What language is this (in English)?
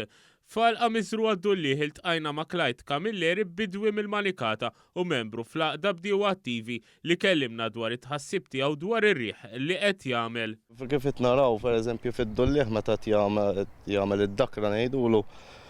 Maltese